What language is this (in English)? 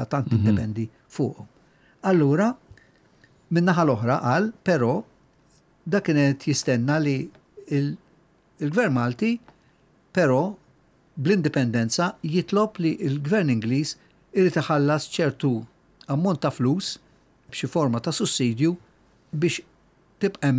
Maltese